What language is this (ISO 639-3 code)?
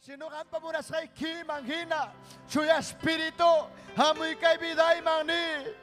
quy